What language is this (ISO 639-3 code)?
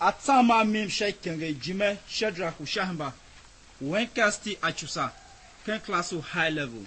tiv